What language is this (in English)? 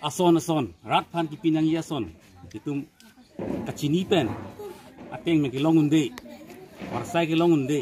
Karbi